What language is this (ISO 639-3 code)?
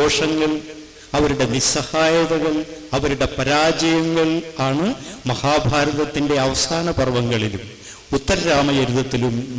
mal